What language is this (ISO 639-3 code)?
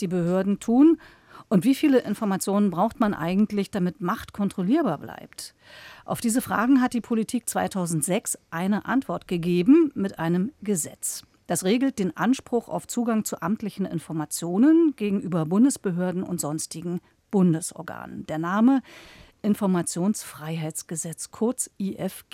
deu